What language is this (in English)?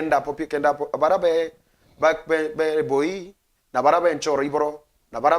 Meru